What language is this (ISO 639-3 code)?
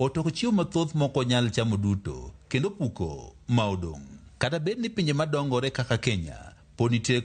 luo